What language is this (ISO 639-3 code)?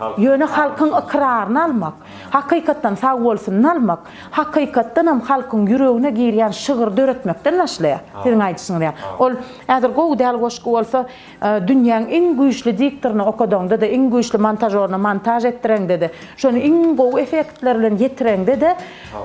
tuk